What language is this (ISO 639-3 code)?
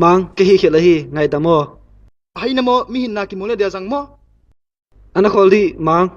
pck